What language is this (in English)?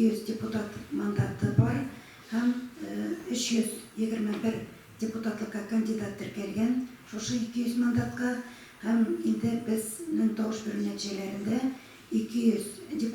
Tatar